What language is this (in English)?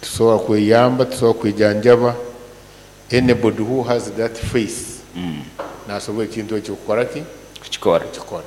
Nyoro